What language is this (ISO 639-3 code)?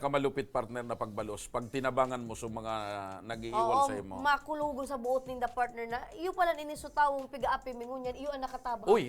bik